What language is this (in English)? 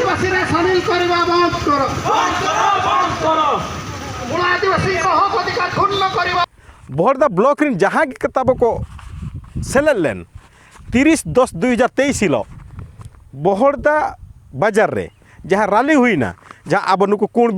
Santali